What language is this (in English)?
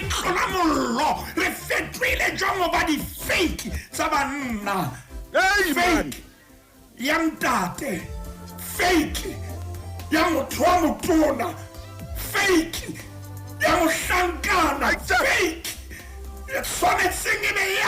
Southern Sotho